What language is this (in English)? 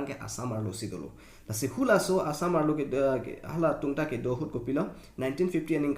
Karbi